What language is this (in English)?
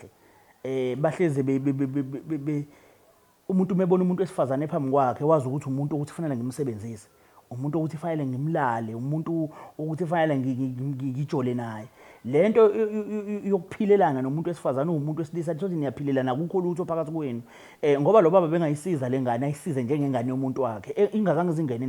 Zulu